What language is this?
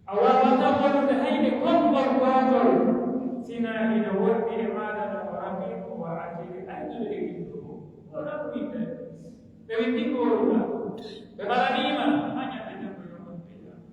Pular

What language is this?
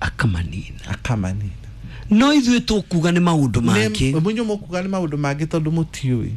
Kikuyu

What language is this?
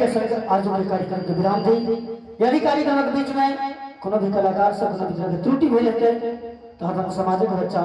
Maithili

